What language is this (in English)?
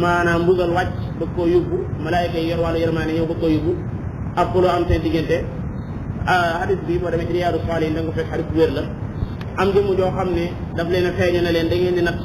Wolof